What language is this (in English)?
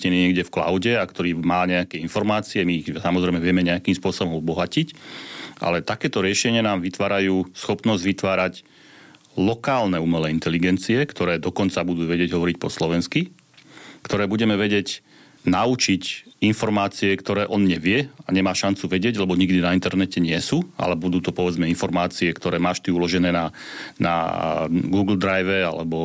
Slovak